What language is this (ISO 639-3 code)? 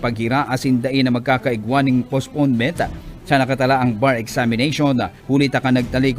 bik